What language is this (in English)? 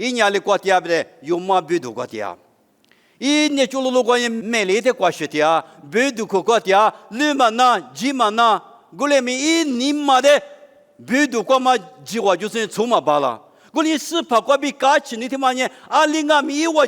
Lisu